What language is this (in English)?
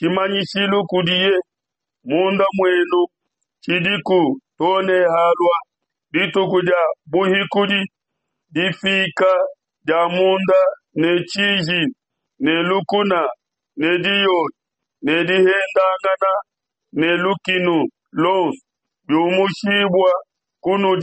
Luba-Lulua